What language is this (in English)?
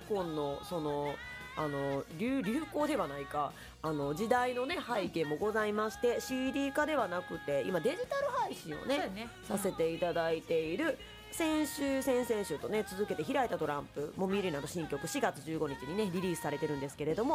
Japanese